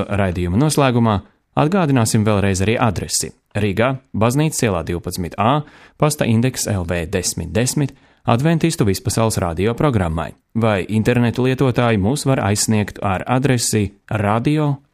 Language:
Latvian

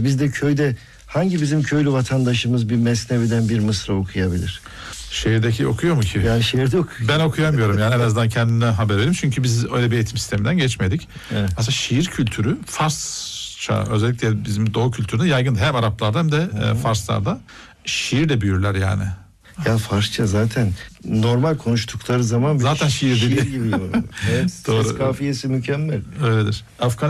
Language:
Turkish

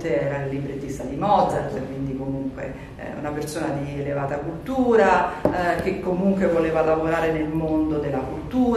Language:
Italian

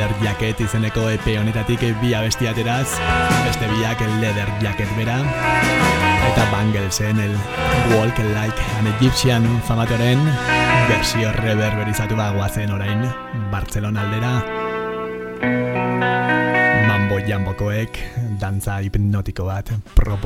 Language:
Basque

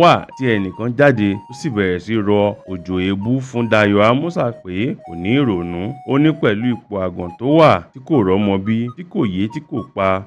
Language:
Yoruba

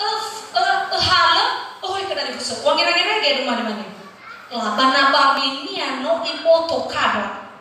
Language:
Nias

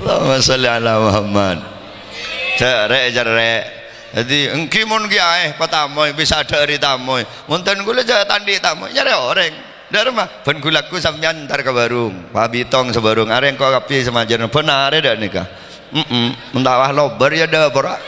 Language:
Madurese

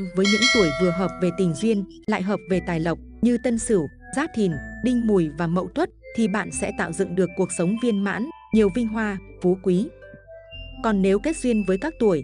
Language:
Vietnamese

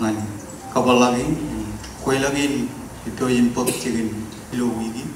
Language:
Marshallese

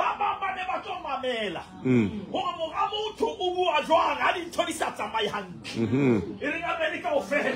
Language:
Southern Sotho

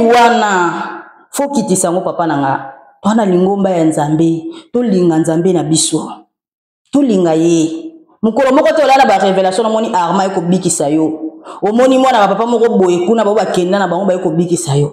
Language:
Lingala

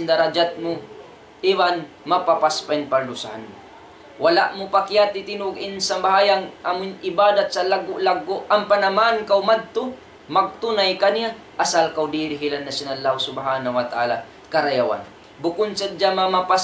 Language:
Tausug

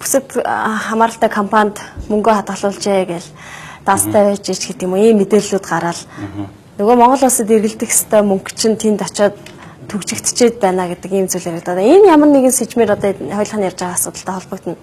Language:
Mongolian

